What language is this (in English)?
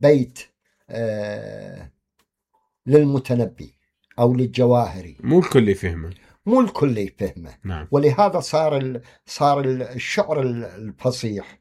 Mesopotamian Arabic